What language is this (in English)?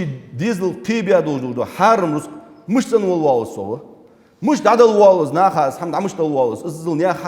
Ingush